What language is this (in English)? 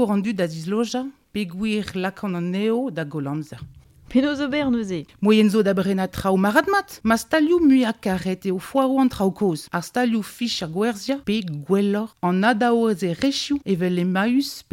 Breton